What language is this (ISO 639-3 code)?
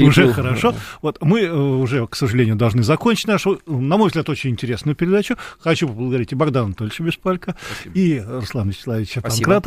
rus